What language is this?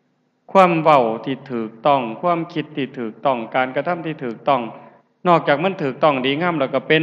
Lao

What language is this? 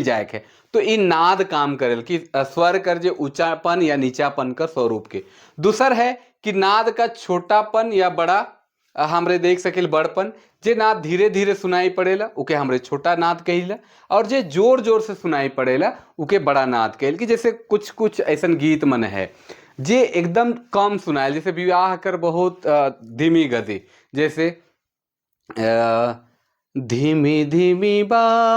Sadri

